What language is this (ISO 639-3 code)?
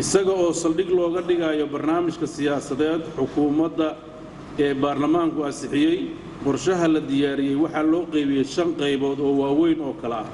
som